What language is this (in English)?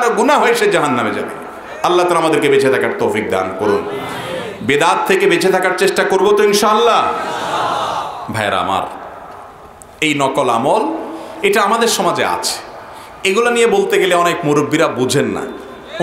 Bangla